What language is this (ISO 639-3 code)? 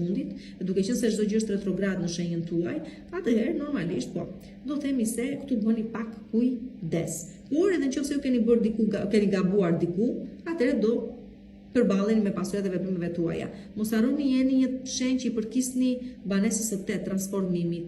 sqi